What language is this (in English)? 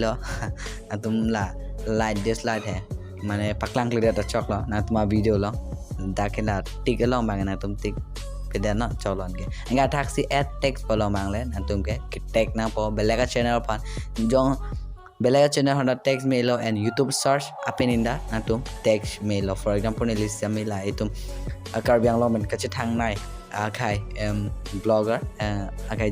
Karbi